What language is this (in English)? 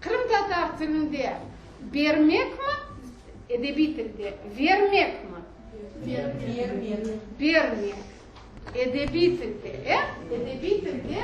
Crimean Tatar